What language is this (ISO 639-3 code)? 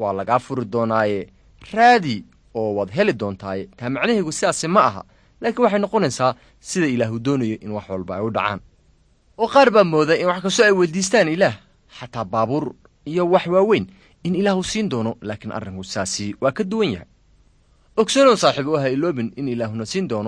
som